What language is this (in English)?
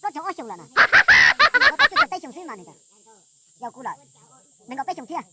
Hmong